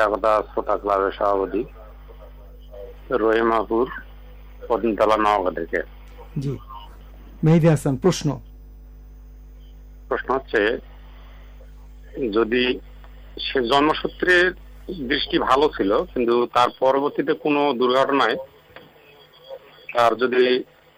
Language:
Bangla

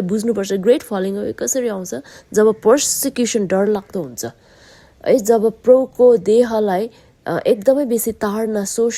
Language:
Nepali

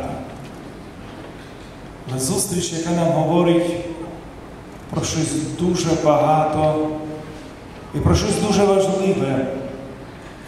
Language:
Ukrainian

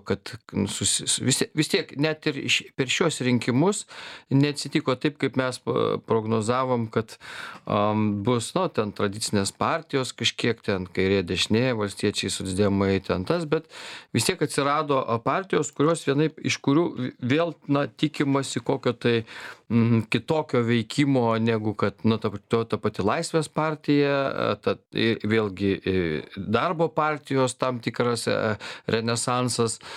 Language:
Lithuanian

